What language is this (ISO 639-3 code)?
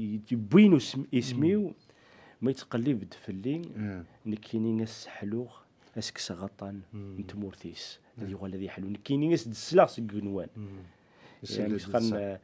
kab